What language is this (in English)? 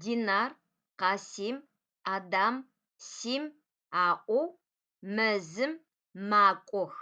Adyghe